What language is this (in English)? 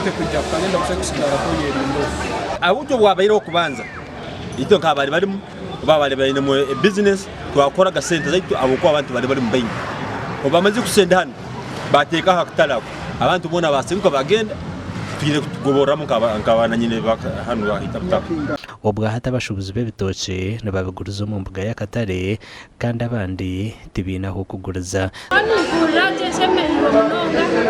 Nyankole